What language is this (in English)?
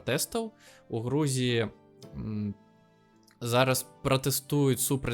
Belarusian